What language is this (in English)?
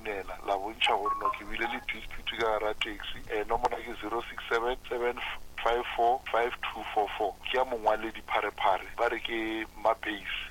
Northern Sotho